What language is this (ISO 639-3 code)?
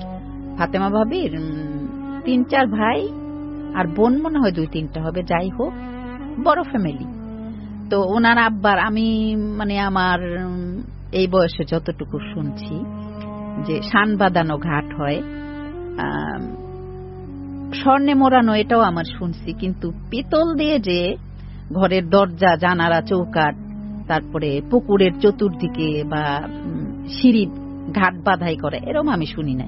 ben